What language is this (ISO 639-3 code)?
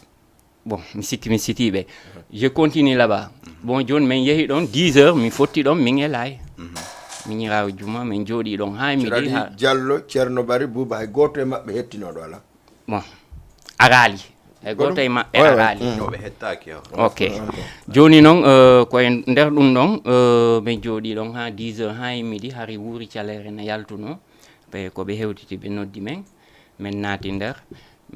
ful